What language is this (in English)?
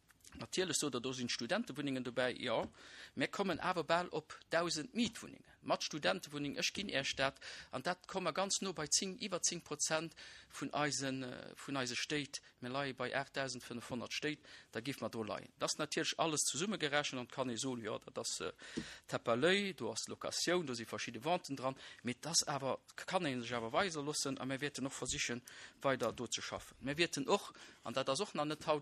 Luxembourgish